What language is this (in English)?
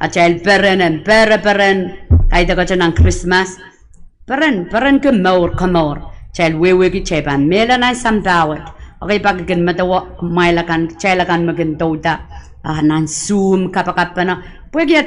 Pohnpeian